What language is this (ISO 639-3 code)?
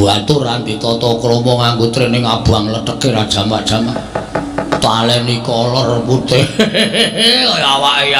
jav